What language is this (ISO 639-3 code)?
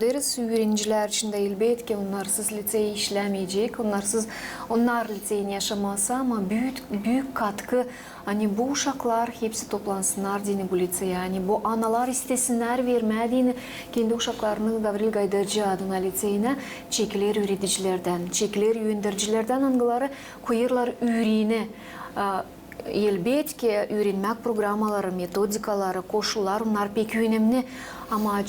gag